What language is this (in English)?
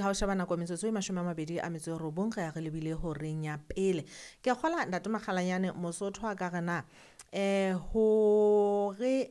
Southern Sotho